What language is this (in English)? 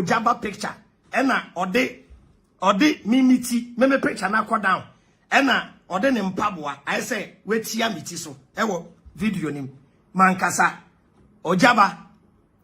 Akan